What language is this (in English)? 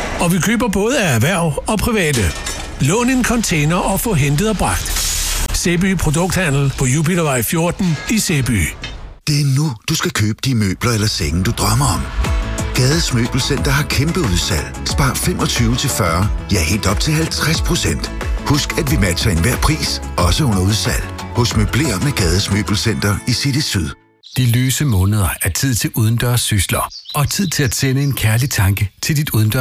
Danish